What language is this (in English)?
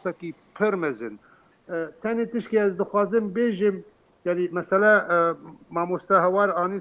Kurdish